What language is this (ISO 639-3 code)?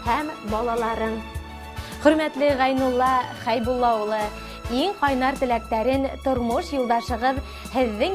bak